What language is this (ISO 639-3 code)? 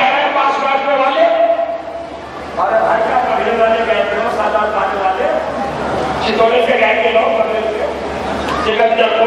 urd